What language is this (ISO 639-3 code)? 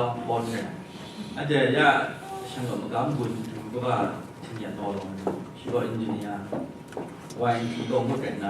kac